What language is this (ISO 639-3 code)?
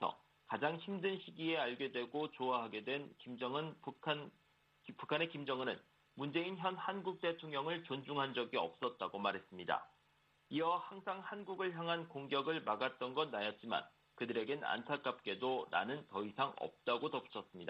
kor